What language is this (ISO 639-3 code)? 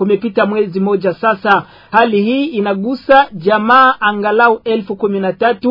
swa